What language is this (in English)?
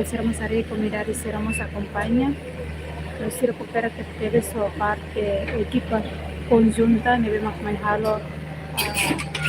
Tetum